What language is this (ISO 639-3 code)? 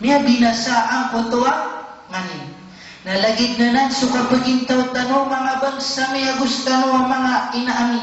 mrw